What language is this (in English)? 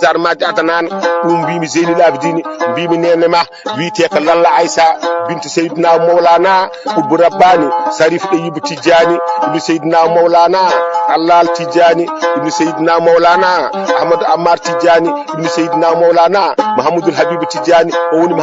Fula